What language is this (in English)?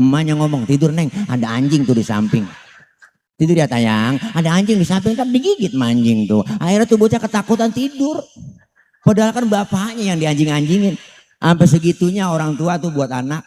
Betawi